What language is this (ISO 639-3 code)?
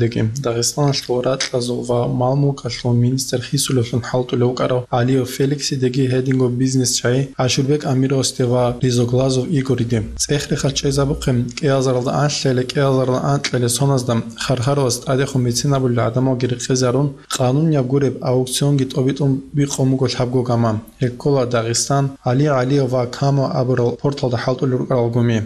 ava